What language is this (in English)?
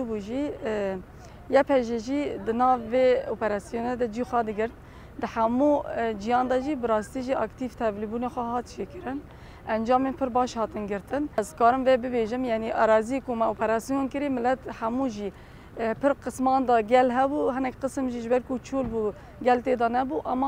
Kurdish